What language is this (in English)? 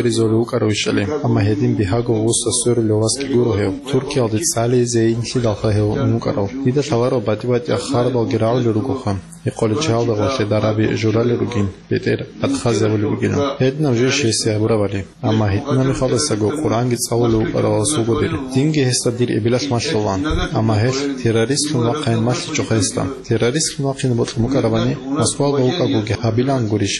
Avaric